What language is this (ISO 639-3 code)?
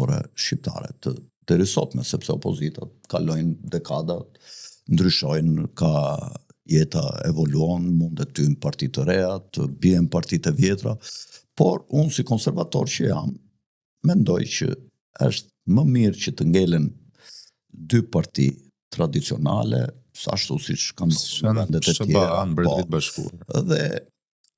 sqi